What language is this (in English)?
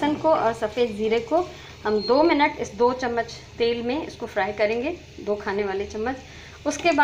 Hindi